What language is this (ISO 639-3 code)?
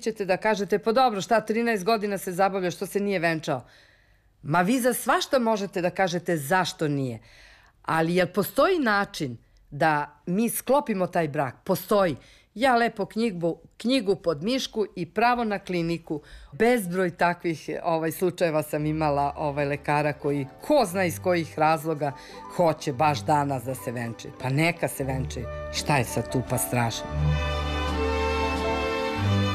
srp